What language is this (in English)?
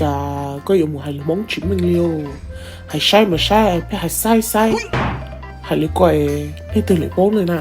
Hmong